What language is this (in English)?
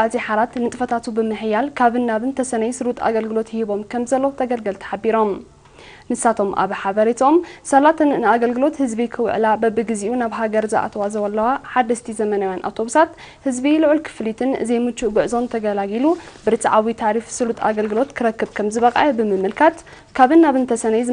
Tigrinya